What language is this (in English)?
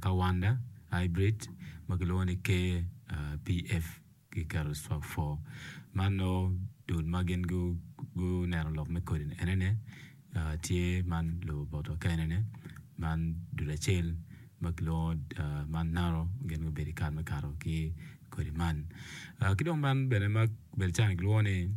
Acoli